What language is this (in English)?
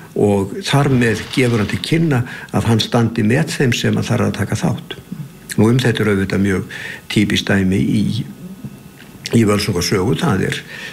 Icelandic